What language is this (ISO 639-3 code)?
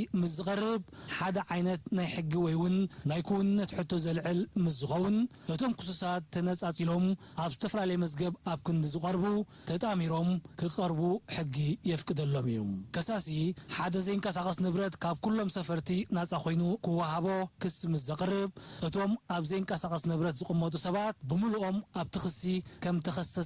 tir